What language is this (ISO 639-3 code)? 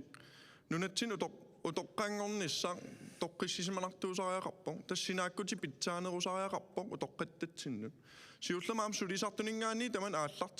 kal